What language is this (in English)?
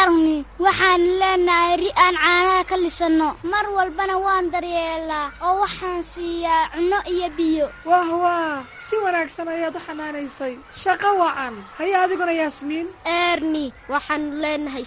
Somali